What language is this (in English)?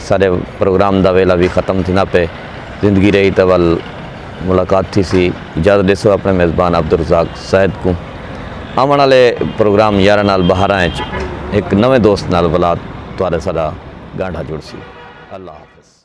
Saraiki